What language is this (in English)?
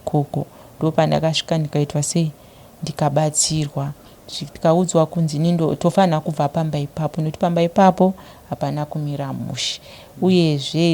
Shona